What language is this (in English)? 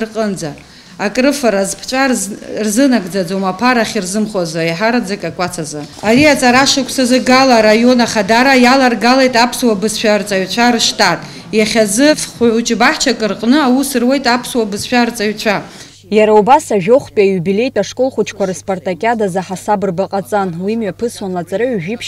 Abkhazian